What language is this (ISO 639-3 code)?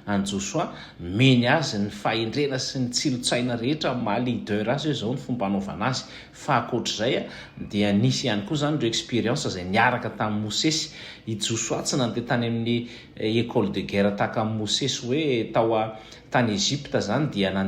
mlg